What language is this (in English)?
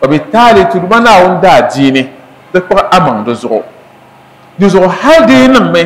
Dagbani